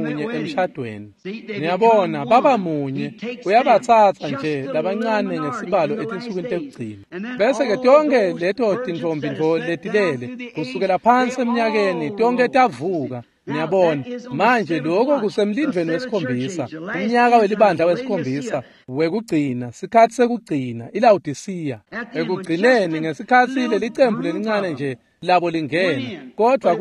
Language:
Swati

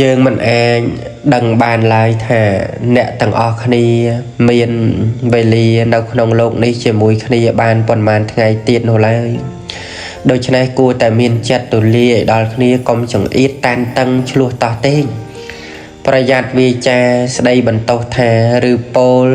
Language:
Khmer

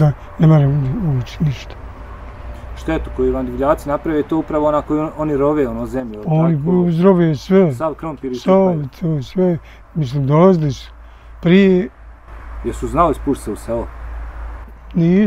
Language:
Bosnian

